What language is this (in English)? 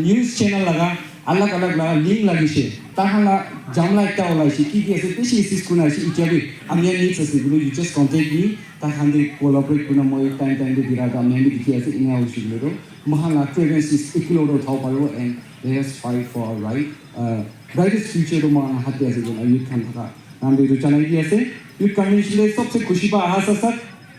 Naga Pidgin